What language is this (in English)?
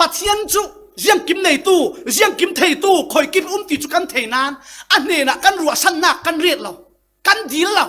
Falam Chin